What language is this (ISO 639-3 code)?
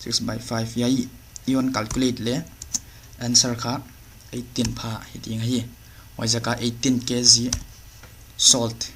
pck